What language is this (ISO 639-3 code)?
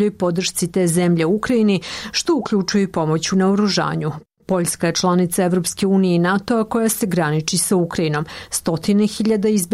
srp